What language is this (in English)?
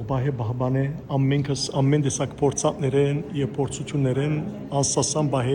Western Armenian